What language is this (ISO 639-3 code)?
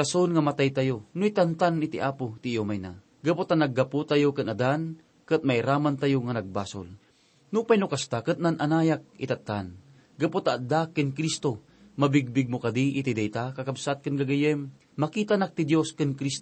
ilo